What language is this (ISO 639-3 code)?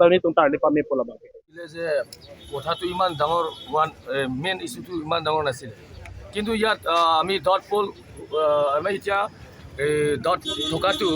mjw